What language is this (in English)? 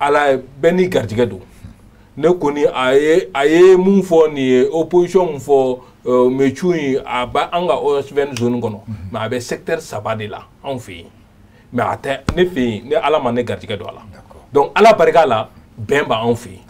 Bambara